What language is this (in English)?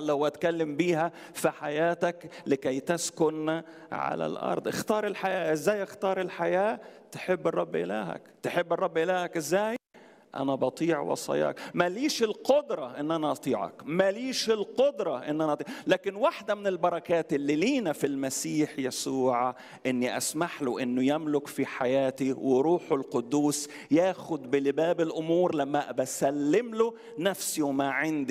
Egyptian Arabic